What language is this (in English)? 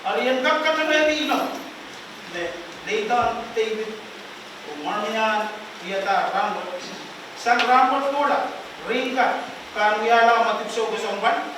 Pohnpeian